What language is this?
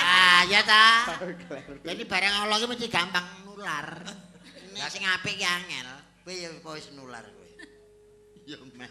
Javanese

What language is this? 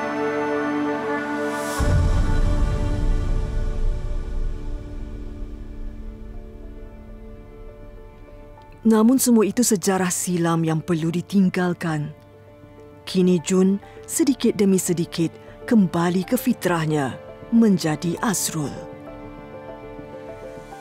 Malay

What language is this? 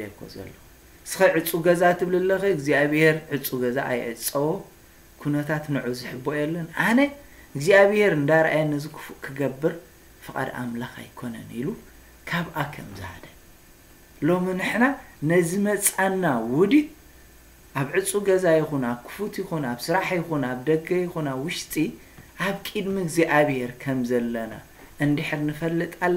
Tigrinya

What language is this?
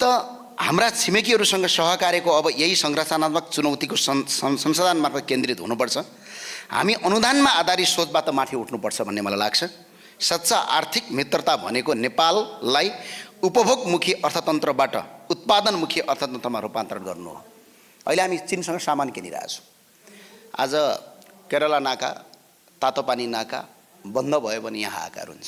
Nepali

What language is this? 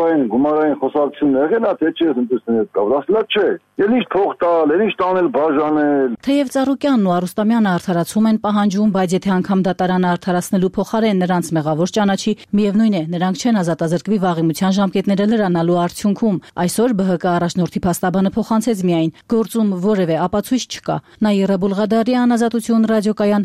Armenian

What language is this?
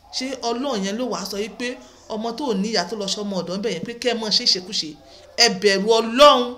Yoruba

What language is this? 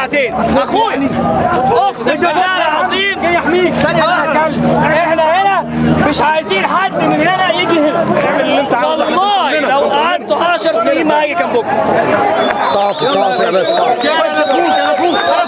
Egyptian Arabic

